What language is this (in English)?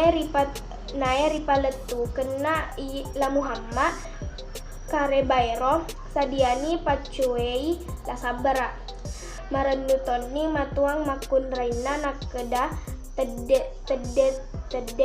Buginese